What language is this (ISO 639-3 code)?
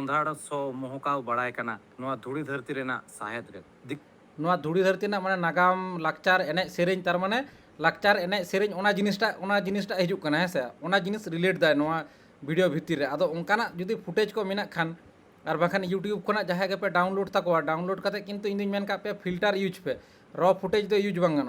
sat